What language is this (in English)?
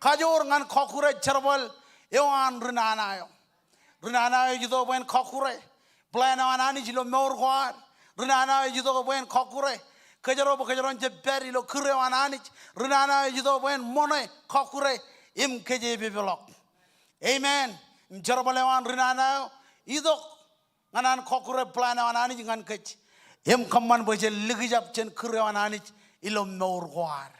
Marshallese